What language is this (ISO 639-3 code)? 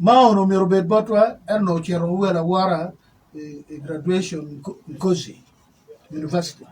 ach